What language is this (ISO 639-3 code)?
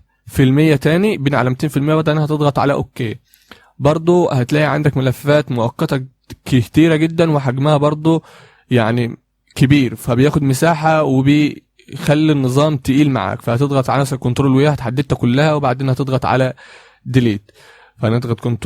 arz